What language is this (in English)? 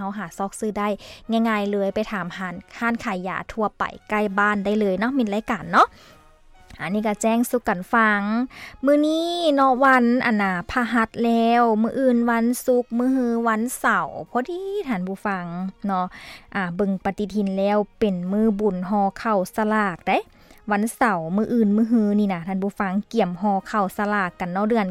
Lao